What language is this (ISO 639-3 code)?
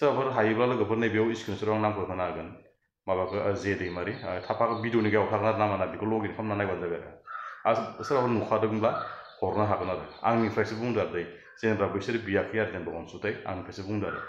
brx